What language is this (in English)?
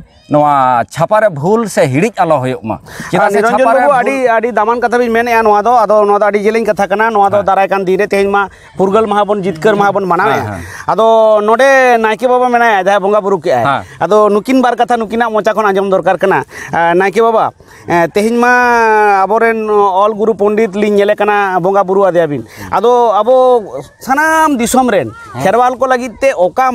Santali